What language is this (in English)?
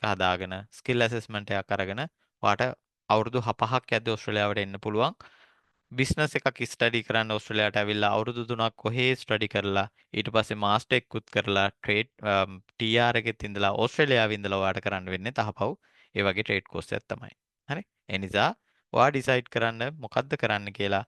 Sinhala